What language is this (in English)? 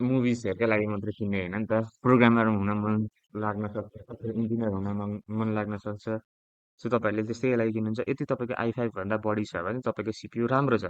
Nepali